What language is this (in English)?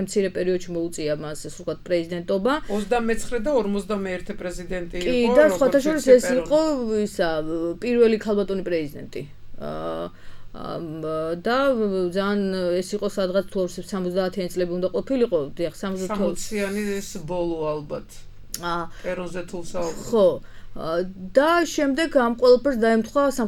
Georgian